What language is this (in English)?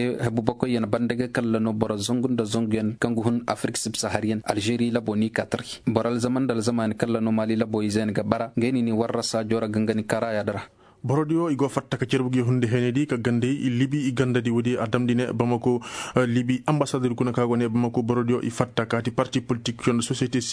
Koyraboro Senni